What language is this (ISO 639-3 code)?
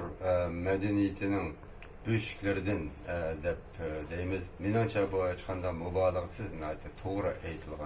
uig